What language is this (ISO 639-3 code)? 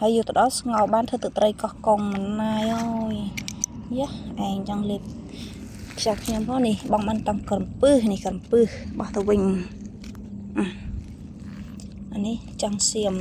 khm